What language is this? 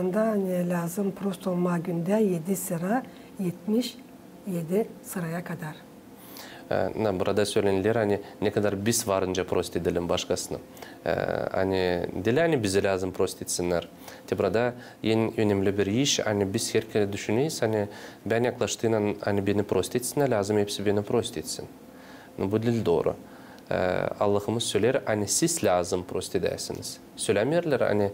Gagauz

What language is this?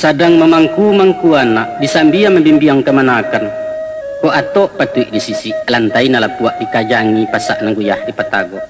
Minangkabau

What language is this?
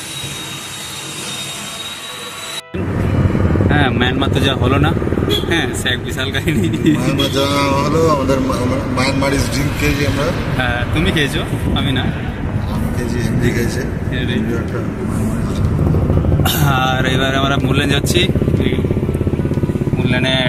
Bangla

